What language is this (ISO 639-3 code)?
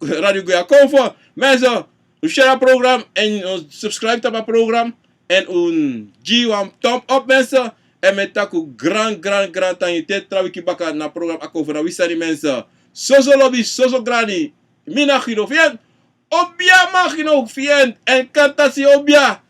srn